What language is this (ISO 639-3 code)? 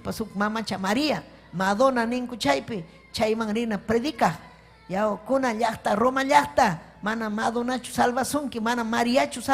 quy